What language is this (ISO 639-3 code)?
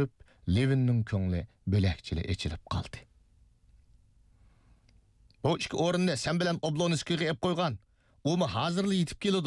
uig